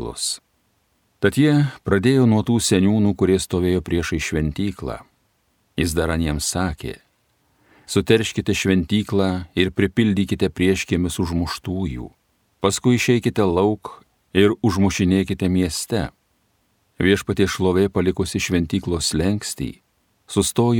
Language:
Lithuanian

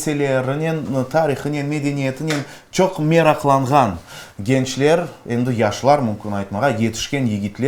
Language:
Crimean Tatar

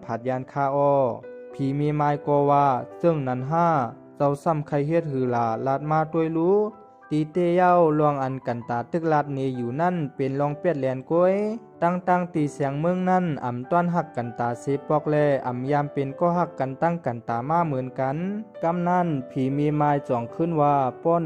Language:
Shan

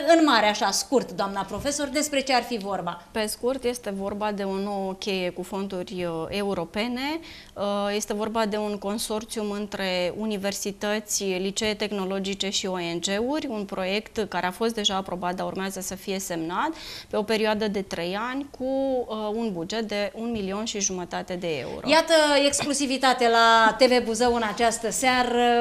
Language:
Romanian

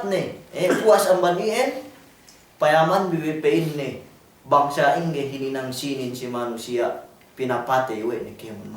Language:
Yakan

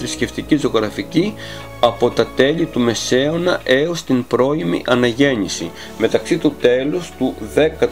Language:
Greek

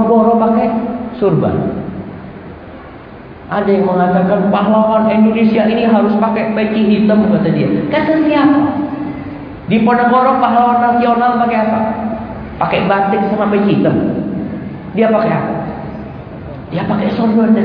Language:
Indonesian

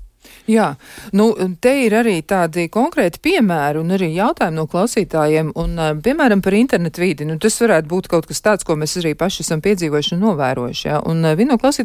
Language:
Latvian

